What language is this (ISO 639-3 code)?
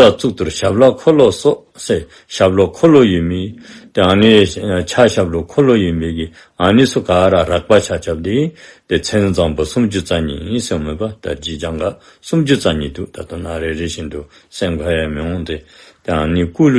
dzo